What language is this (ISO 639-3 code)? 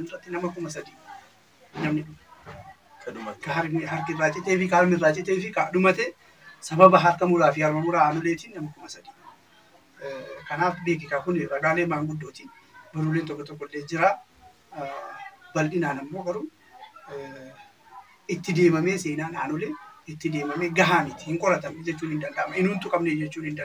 orm